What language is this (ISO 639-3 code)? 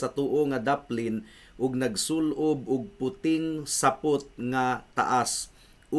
ceb